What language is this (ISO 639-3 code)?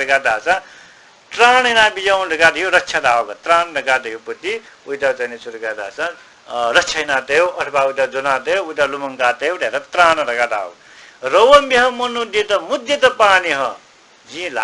new